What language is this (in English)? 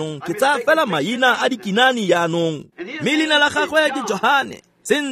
Tswana